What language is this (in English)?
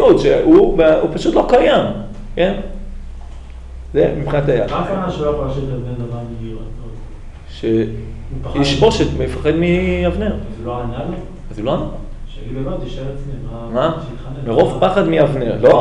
Hebrew